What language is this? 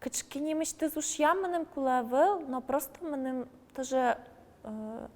Udmurt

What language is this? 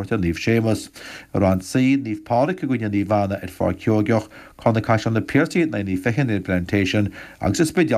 Irish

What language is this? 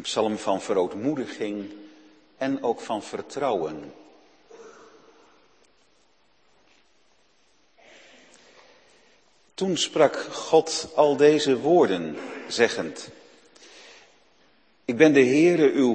Dutch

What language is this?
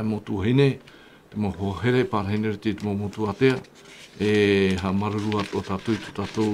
Tahitian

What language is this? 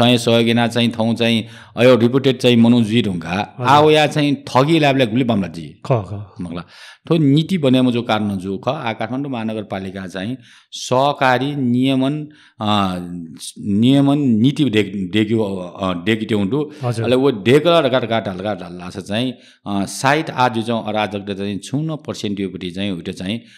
Newari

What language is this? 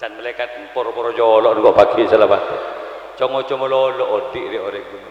Madurese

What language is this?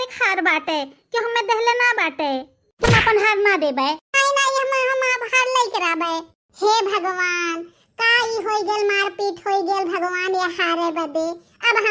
Bhojpuri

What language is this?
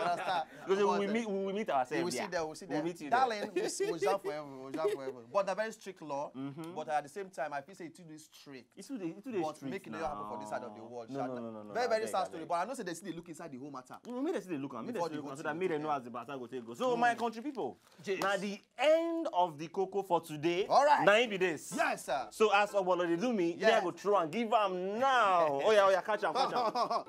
Nigerian Pidgin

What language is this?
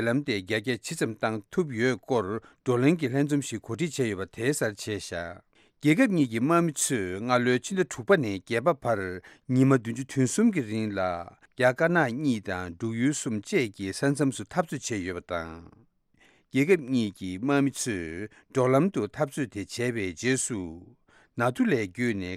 Tibetan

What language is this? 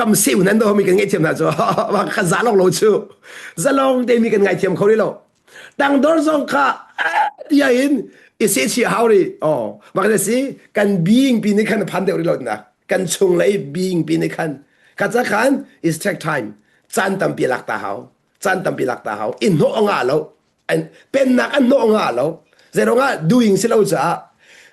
Hakha Chin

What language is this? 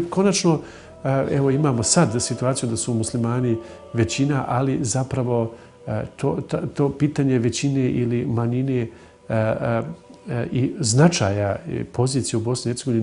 Bosnian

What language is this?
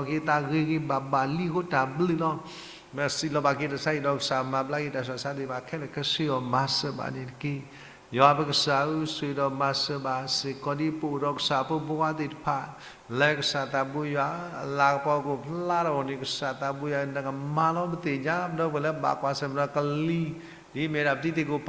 S'gaw Karen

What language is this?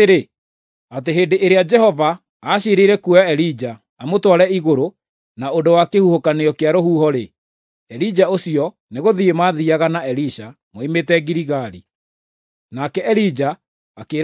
Kikuyu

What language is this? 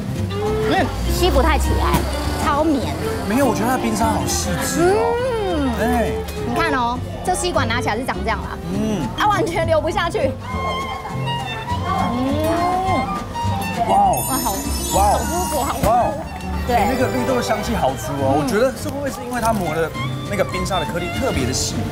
Chinese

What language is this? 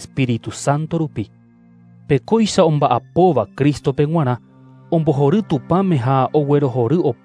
Guarani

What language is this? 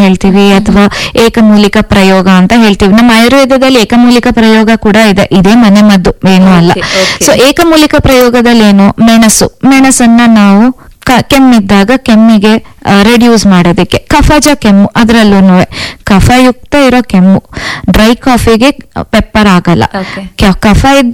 Kannada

